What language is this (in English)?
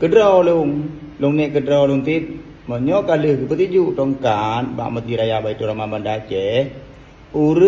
Achinese